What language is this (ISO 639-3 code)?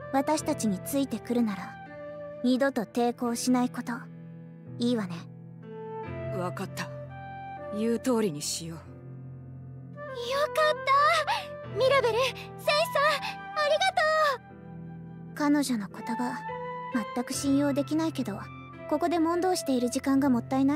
jpn